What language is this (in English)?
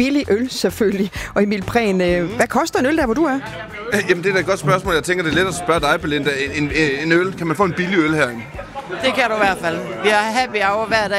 Danish